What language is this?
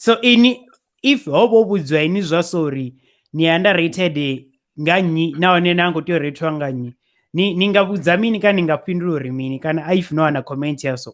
Venda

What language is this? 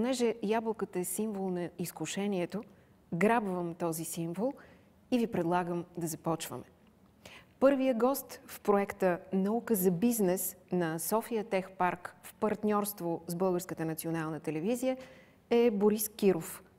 Bulgarian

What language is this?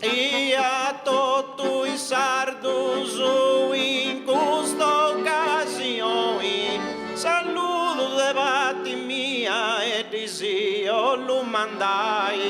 Sardinian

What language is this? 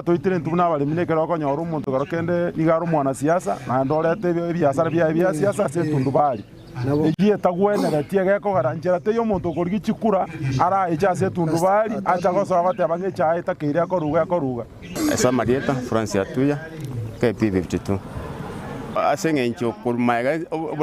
Gusii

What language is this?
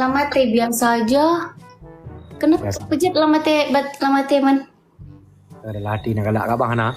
Achinese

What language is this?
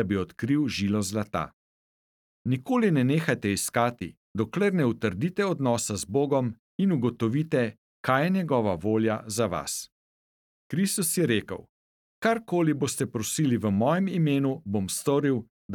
Slovenian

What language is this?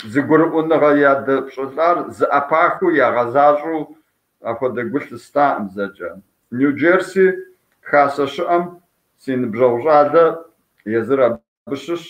Kabardian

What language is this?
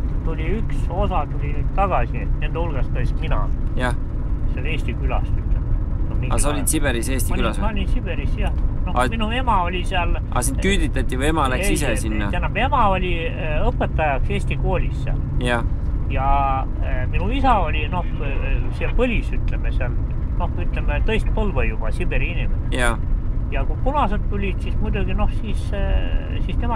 Estonian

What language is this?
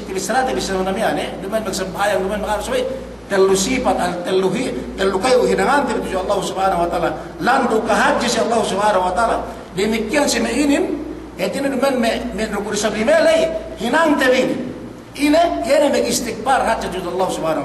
Yakan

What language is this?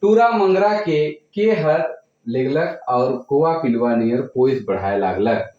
Sadri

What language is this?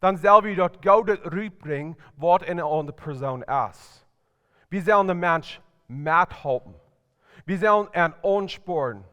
Plautdietsch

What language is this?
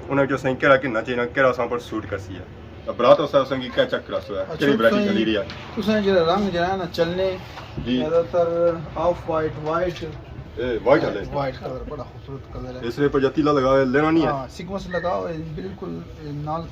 Pahari-Potwari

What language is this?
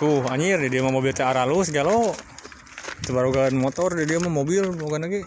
Sundanese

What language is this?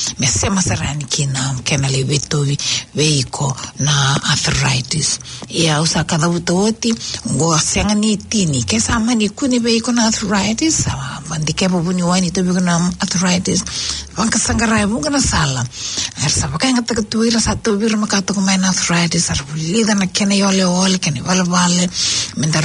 Fijian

